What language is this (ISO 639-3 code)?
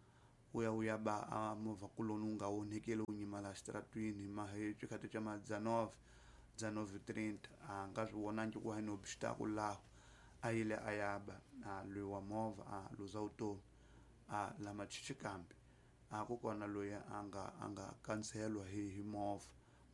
tso